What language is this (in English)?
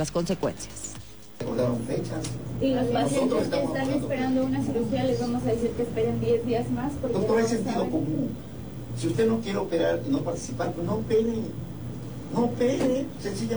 Spanish